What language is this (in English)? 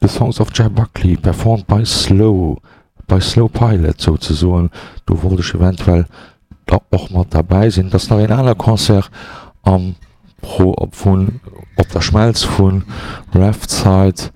Luxembourgish